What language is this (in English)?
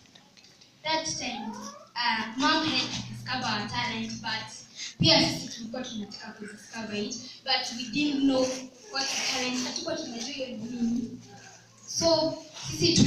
Swahili